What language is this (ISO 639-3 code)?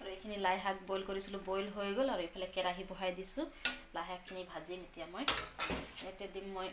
asm